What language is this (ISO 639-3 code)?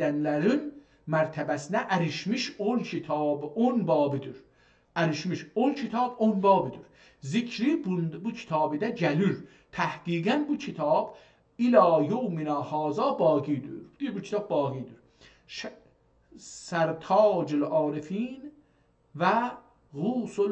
azb